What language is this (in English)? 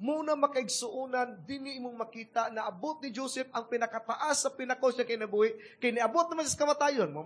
Cebuano